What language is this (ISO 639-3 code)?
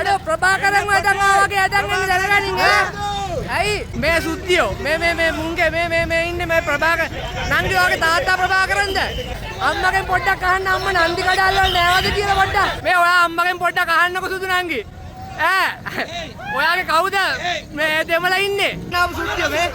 sin